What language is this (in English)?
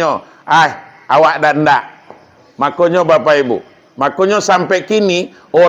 Minangkabau